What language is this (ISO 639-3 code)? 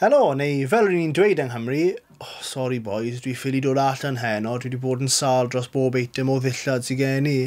cym